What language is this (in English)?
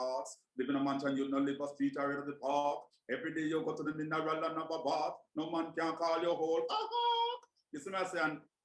Jamaican Creole English